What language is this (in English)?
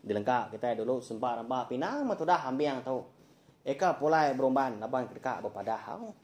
Iban